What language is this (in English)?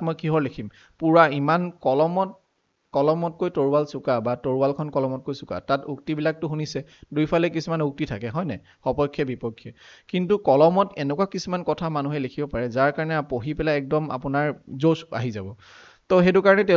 Assamese